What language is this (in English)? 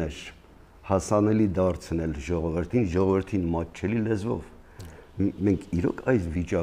Armenian